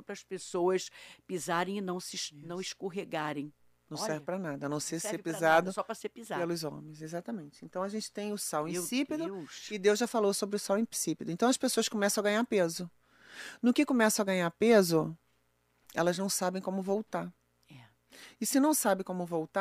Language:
Portuguese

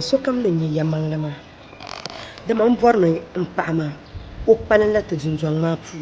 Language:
Dagbani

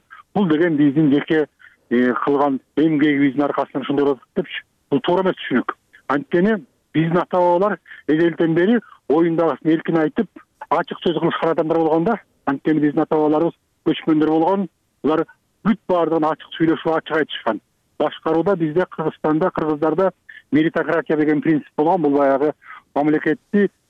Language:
Kyrgyz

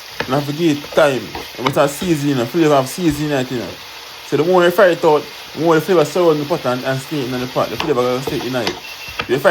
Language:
Jamaican Creole English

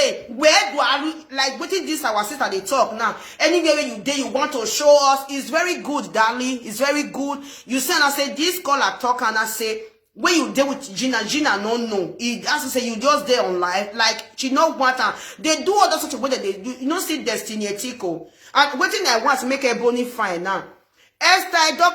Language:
Nigerian Pidgin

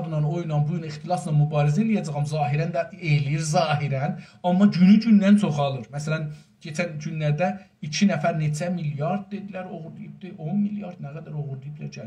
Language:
South Azerbaijani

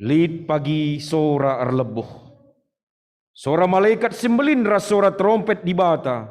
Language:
Batak Karo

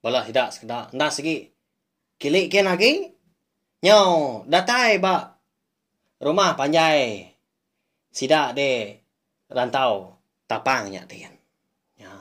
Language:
Iban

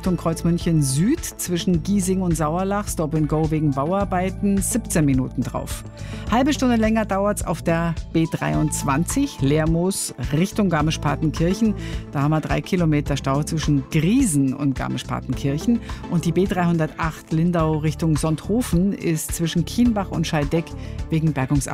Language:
German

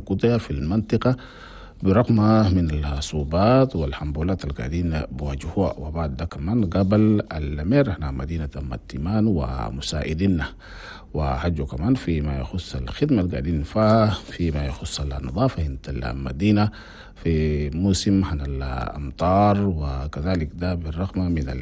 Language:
Chadian Arabic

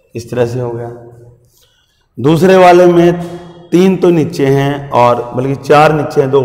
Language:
Hindi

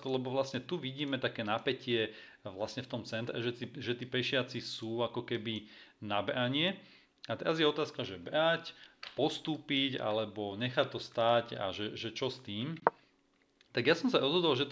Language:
Slovak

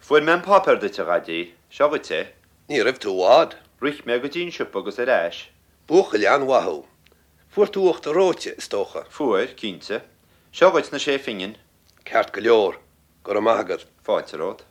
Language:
Irish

